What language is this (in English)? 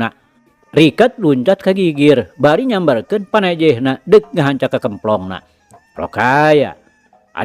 Sundanese